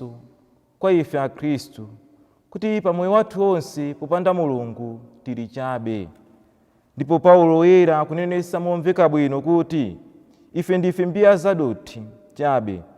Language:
Nyanja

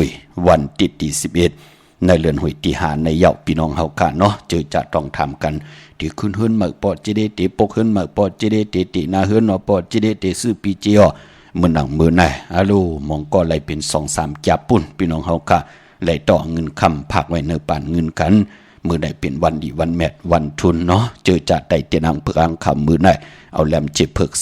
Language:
Shan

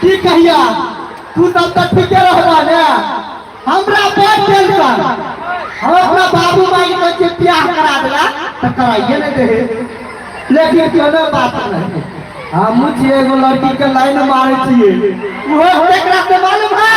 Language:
Maithili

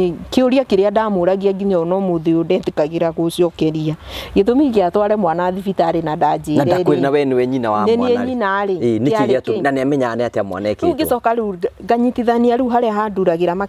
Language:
Kikuyu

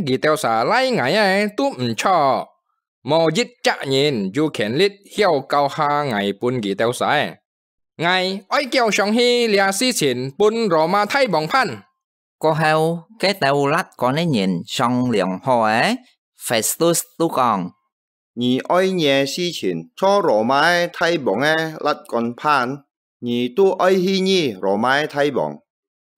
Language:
Hakka Chinese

